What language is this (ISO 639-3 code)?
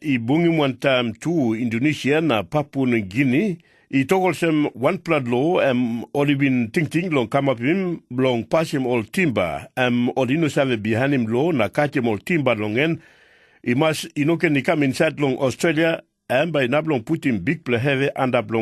tpi